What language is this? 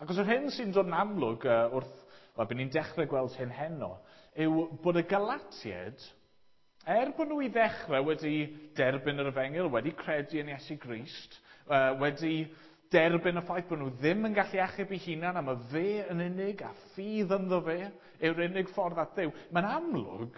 Welsh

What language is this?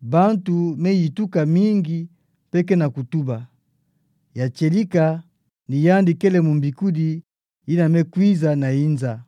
Kituba (Democratic Republic of Congo)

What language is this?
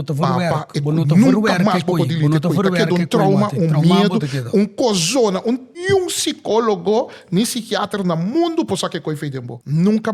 Papiamento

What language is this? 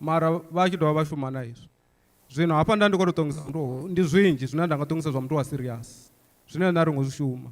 Venda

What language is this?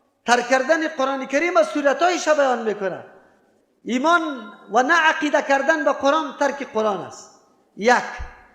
Persian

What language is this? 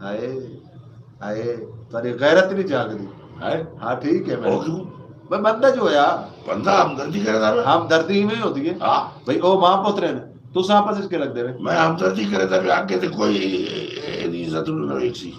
Saraiki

